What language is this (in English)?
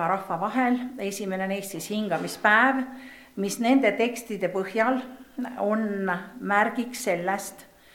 Estonian